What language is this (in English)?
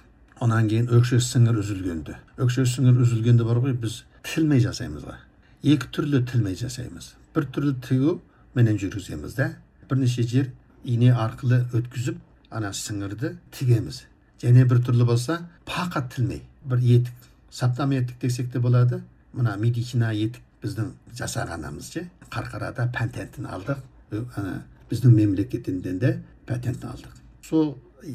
Kazakh